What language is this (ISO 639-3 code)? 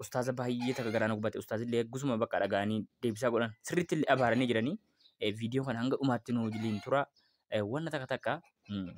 orm